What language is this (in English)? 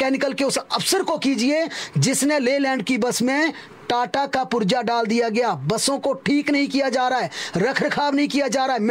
Hindi